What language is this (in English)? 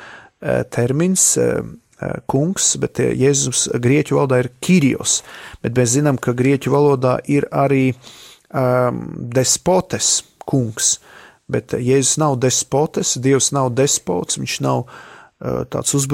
Latvian